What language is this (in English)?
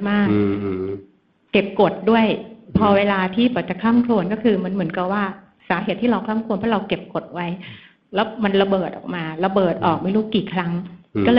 Thai